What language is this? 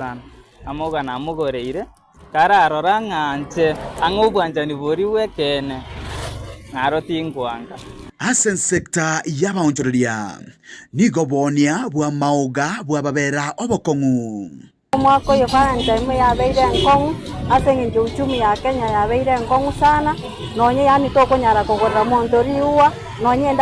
Gusii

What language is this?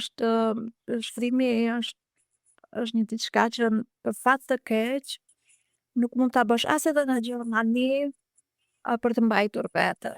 Albanian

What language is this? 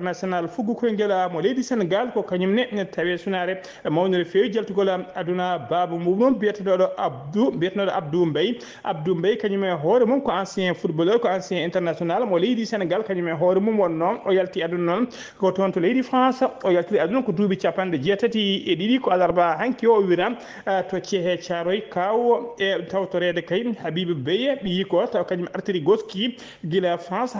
Fula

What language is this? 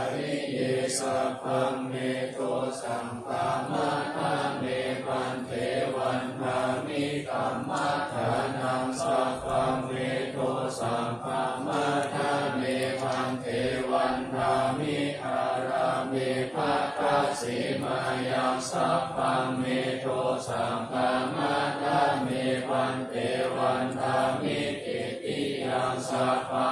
Pali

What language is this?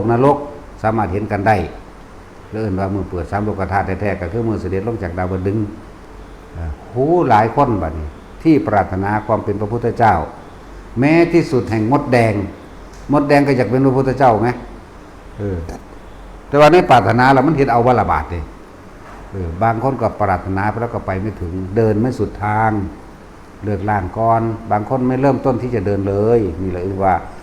Northeastern Thai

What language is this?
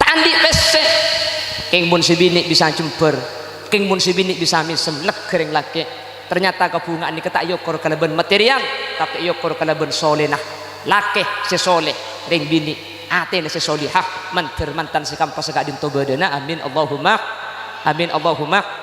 Madurese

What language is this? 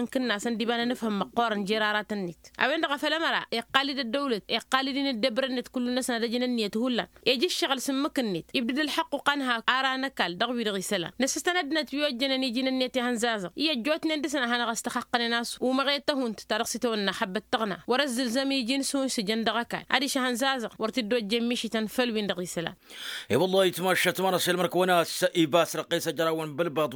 Tamasheq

